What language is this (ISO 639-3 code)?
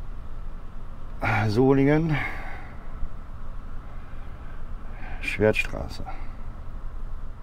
deu